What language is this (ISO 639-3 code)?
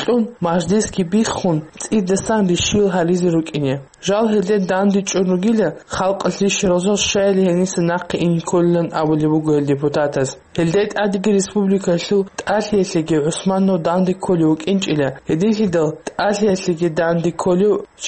ava